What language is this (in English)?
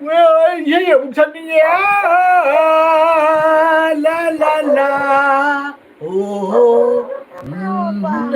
Manipuri